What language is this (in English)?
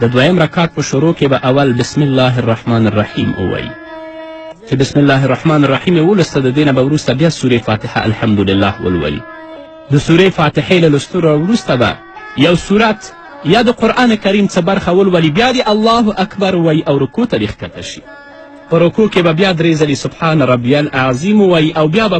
Pashto